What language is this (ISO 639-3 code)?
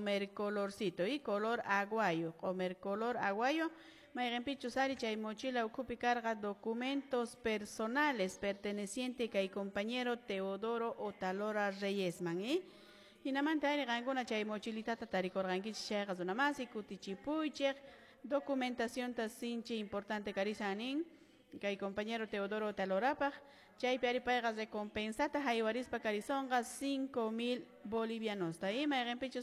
que